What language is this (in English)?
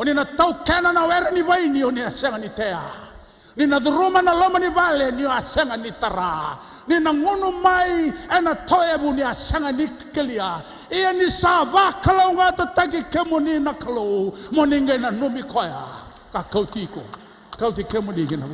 Fijian